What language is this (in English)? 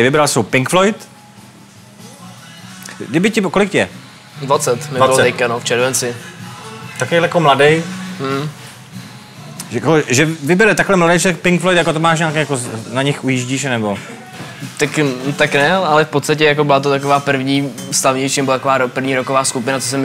Czech